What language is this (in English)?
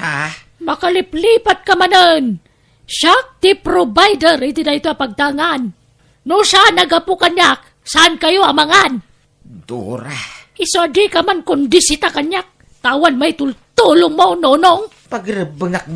Iloko